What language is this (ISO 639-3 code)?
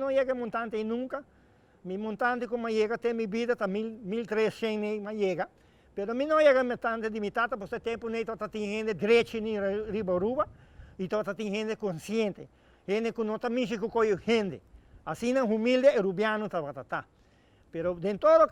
pap